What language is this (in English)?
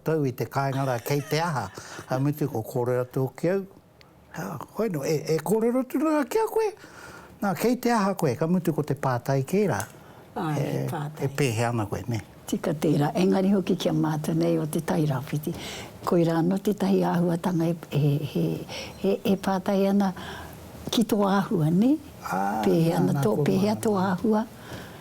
Māori